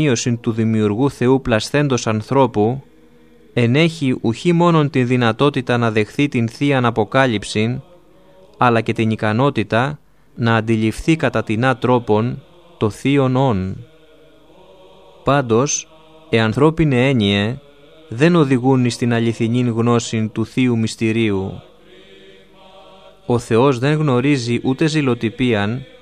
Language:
Greek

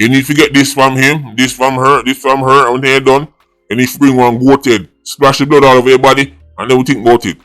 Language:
Jamaican Creole English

